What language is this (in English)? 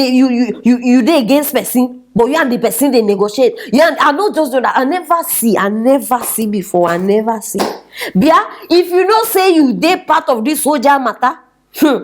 Nigerian Pidgin